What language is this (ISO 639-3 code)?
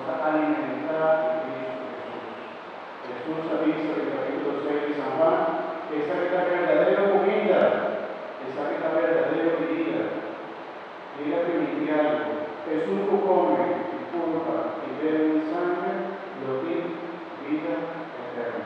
pap